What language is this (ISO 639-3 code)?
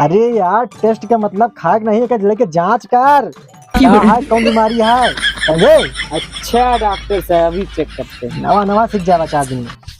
awa